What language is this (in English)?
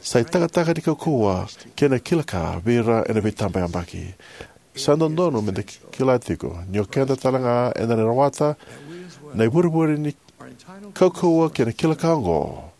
Fijian